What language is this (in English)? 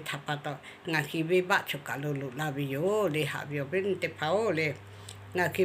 Lahu